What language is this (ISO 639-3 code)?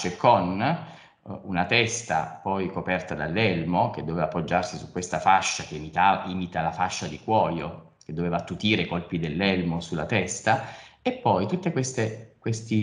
ita